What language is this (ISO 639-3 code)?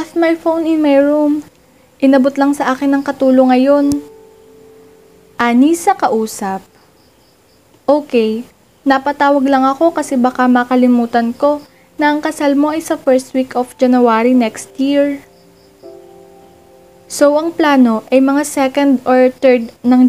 fil